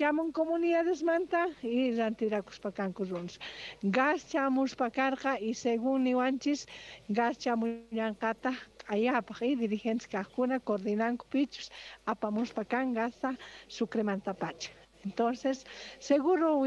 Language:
South Bolivian Quechua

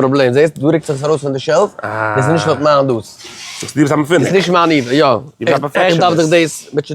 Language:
Yiddish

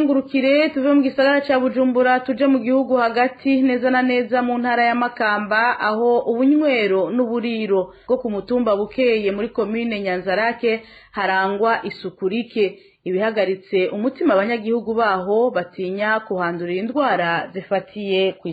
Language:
Rundi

